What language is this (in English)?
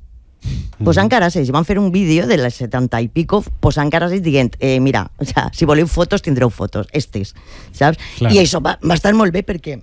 Catalan